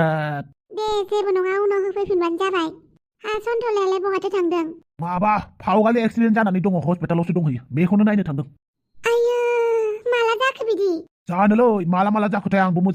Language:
Bodo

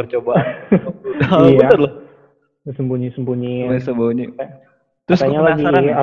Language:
Indonesian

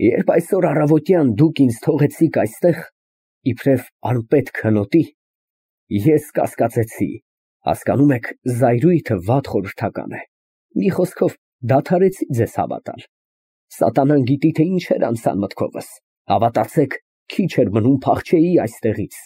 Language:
Armenian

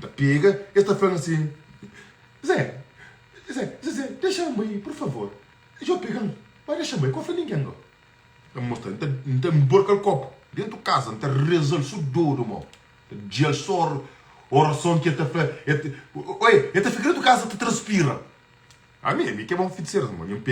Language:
Kabuverdianu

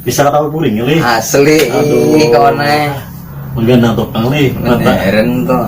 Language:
Banjar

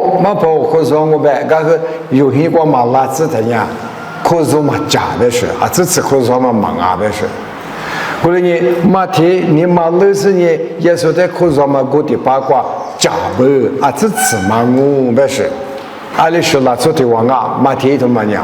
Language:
Lisu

